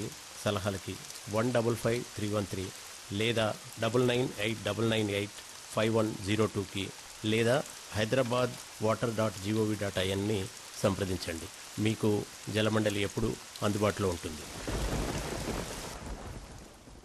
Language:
Telugu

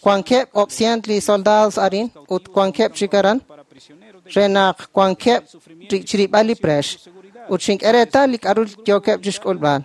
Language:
Kekchí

